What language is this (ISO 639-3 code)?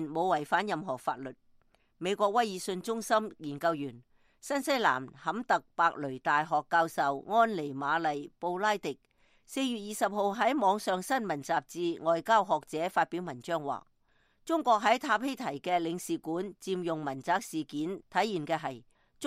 yue